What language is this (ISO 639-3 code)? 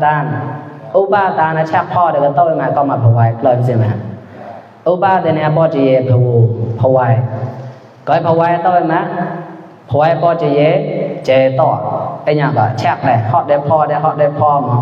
mnw